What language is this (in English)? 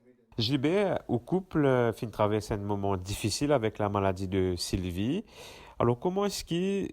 Morisyen